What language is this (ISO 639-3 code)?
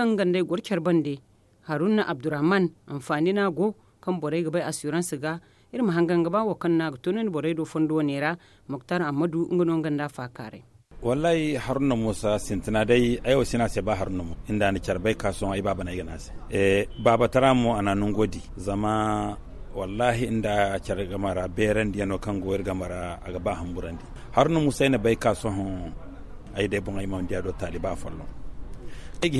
dje